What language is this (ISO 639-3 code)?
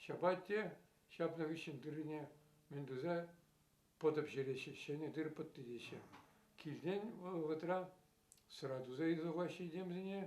chv